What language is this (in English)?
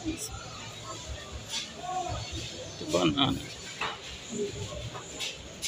Portuguese